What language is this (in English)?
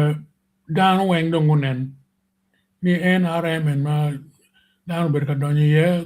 Acoli